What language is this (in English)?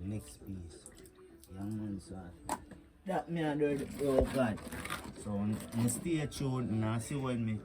Jamaican Creole English